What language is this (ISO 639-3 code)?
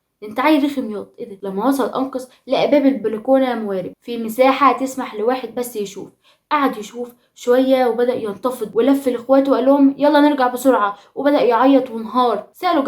arz